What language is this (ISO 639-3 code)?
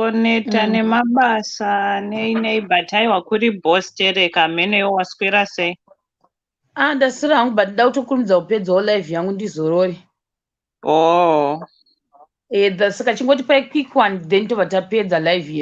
sna